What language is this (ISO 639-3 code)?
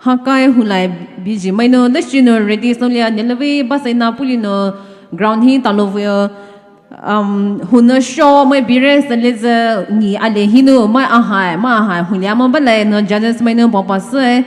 pmx